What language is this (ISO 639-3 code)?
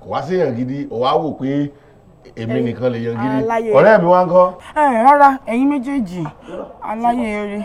yor